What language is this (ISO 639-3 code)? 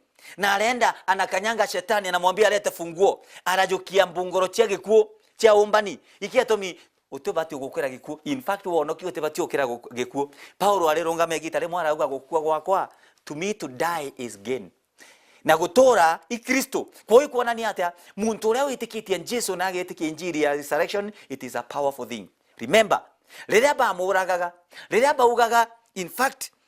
mer